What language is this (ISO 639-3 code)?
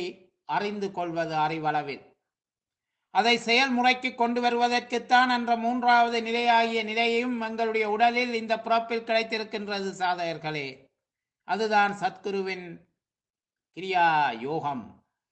tam